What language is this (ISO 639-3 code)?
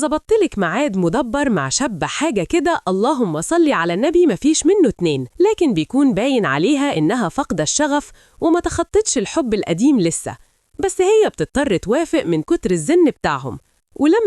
arz